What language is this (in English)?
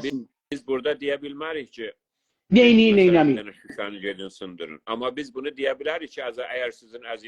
South Azerbaijani